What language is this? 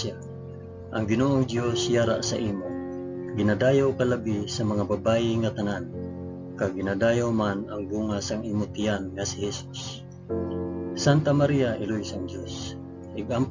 Hiligaynon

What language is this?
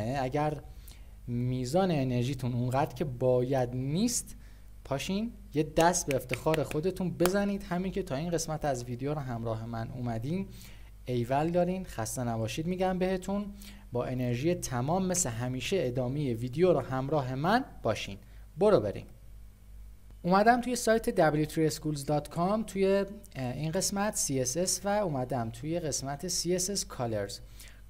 Persian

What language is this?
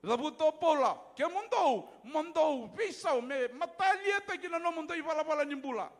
Fijian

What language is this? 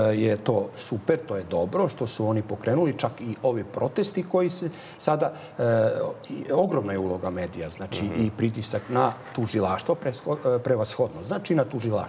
Serbian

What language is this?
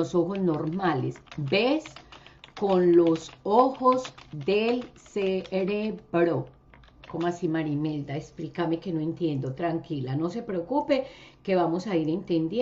Spanish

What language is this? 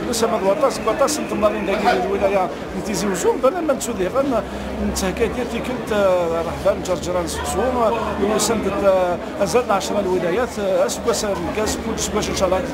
Kabyle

